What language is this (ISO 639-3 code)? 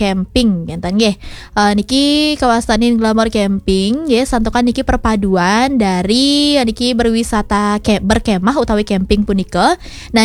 ban